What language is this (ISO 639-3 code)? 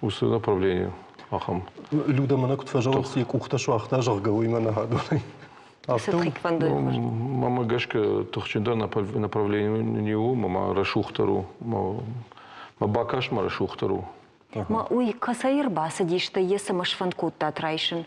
oss